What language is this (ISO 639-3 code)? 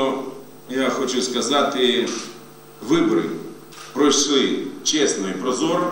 ukr